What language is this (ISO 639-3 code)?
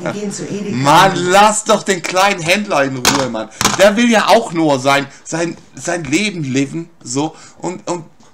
deu